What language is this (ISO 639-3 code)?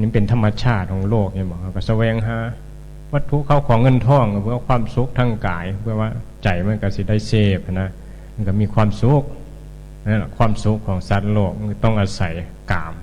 tts